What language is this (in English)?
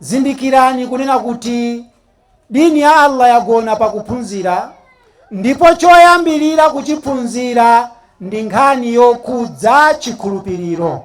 Nyanja